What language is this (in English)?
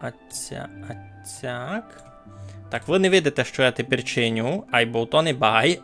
Rusyn